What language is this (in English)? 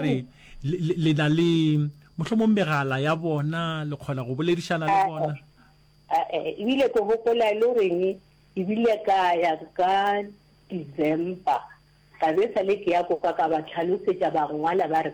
Northern Sotho